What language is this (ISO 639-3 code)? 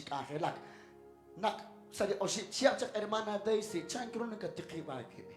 kek